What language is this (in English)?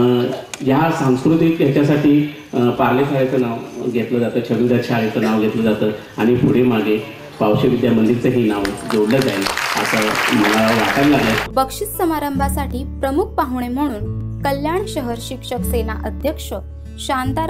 Marathi